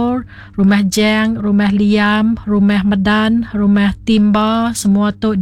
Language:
Iban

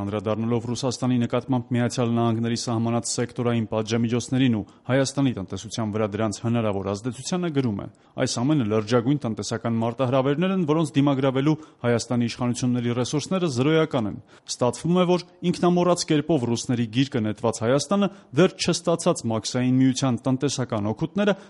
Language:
Armenian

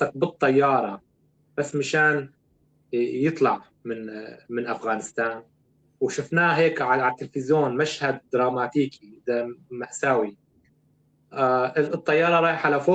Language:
North Levantine Arabic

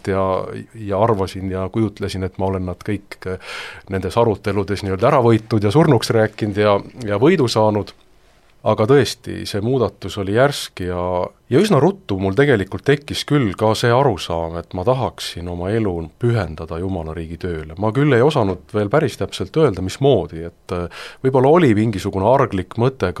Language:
Estonian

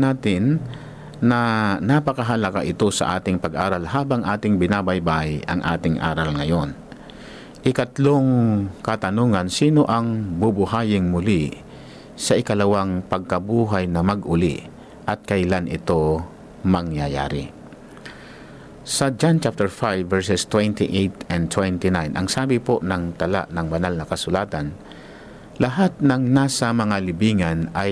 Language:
Filipino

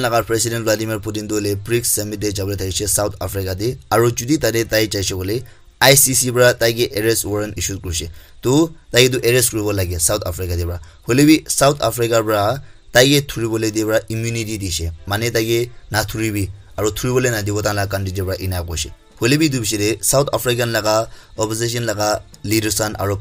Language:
Naga Pidgin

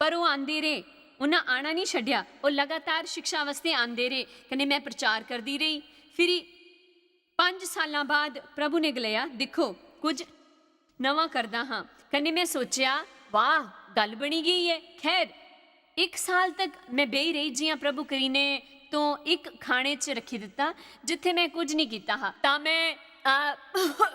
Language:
Dogri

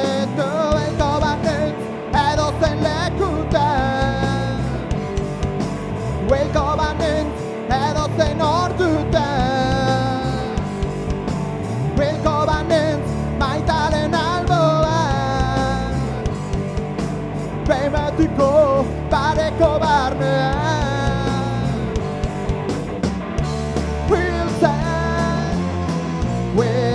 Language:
Basque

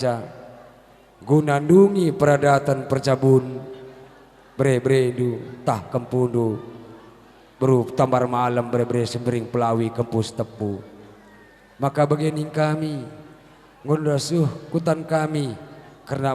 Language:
Batak Karo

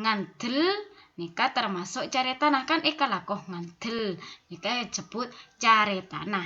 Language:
Madurese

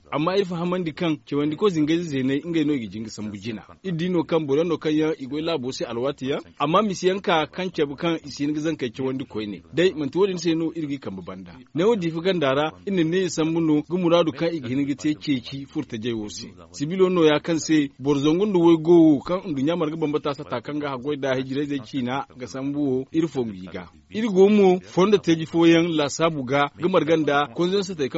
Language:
Zarma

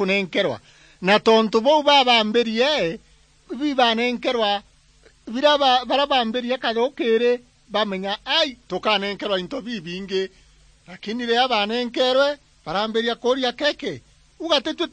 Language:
Meru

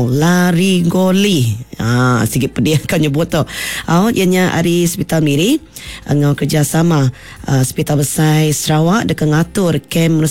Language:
Iban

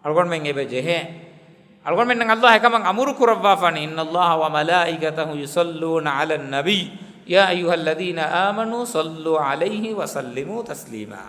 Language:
Divehi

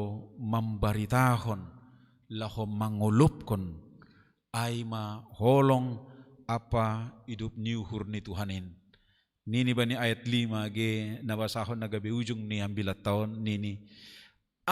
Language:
Batak Simalungun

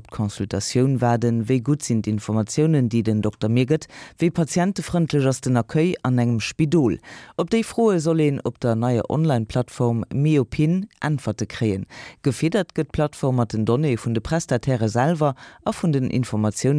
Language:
Luxembourgish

